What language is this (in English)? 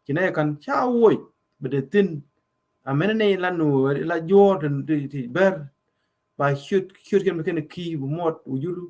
Nuer